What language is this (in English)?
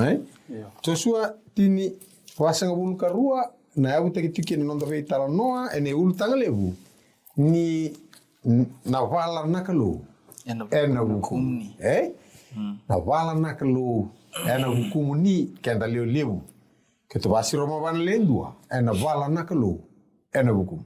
Fijian